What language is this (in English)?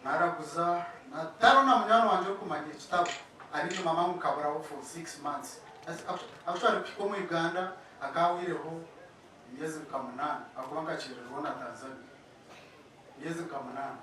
Nyankole